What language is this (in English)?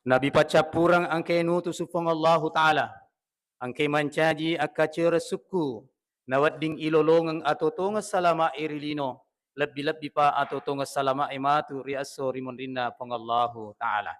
Buginese